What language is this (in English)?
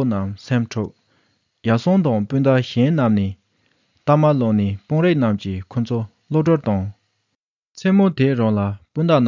Tibetan